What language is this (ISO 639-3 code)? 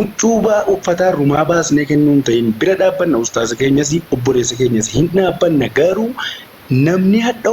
orm